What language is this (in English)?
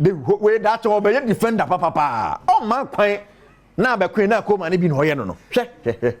Akan